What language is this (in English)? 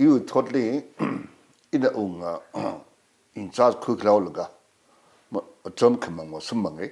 Tangkhul Naga (India)